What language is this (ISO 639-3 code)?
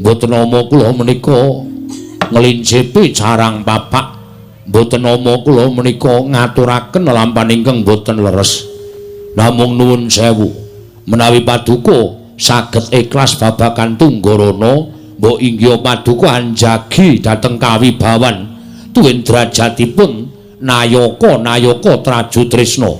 jav